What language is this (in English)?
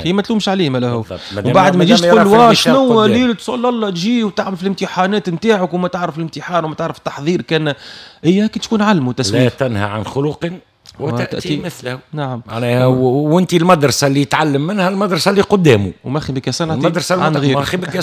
Tunisian Arabic